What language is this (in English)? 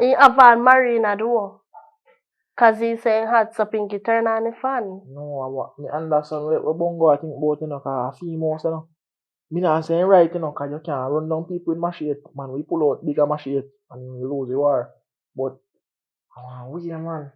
Jamaican Creole English